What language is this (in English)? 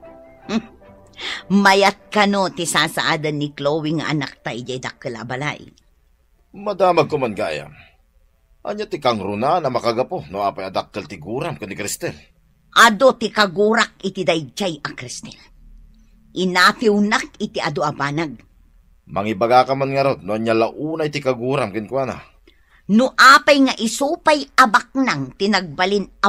Iloko